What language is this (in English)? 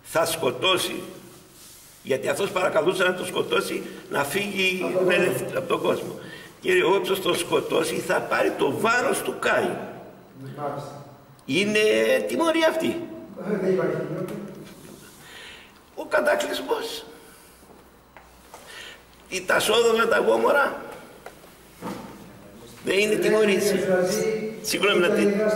Greek